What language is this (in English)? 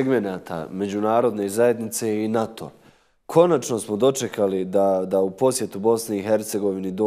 Bosnian